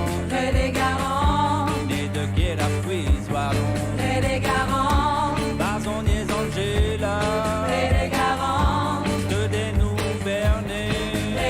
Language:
Breton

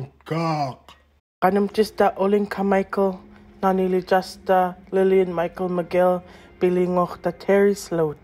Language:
Central Yupik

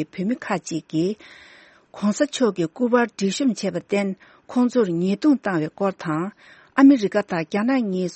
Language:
Tibetan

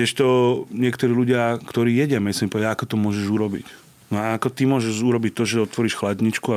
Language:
Slovak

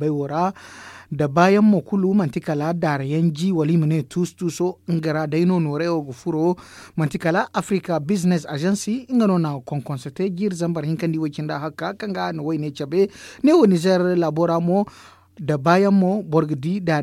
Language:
Zarma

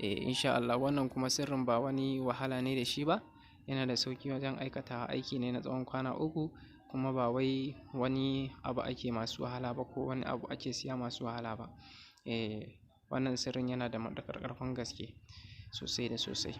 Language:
Hausa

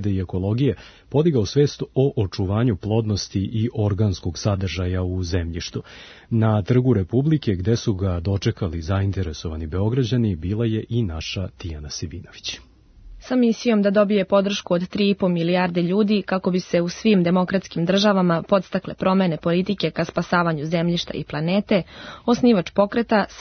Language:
Serbian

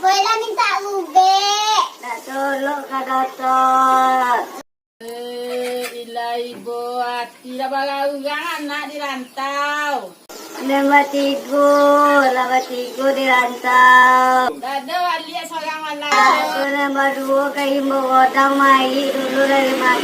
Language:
Minangkabau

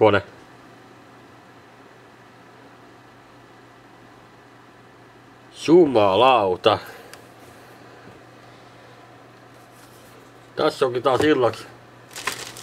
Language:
Finnish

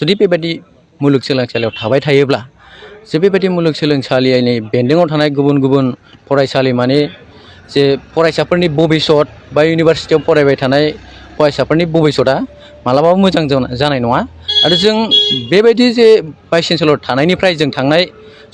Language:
Bodo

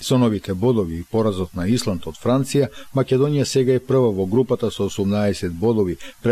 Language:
Macedonian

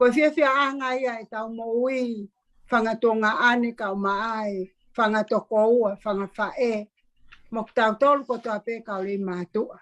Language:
Tongan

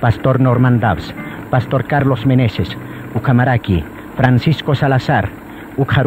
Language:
Aymara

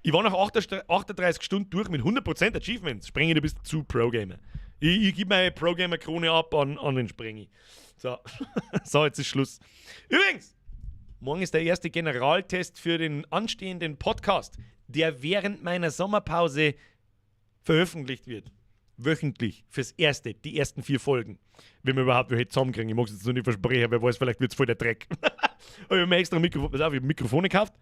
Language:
Bavarian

